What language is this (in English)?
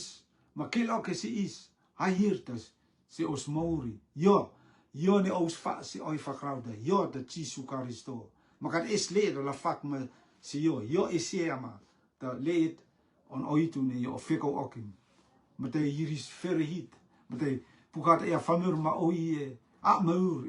Rotuman